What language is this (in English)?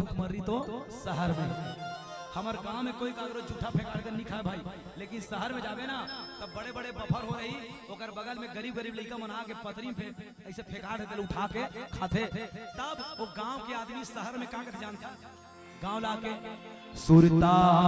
Chhattisgarhi